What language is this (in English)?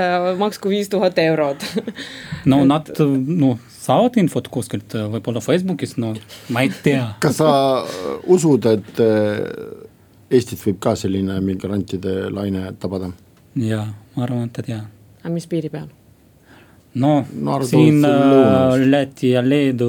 Estonian